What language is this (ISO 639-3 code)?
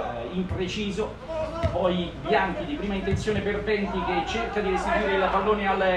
ita